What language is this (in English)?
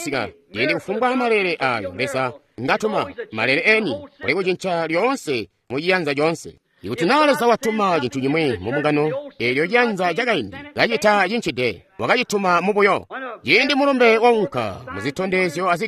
Tonga (Zambia)